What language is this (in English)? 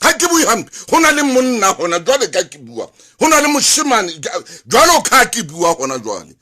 Southern Sotho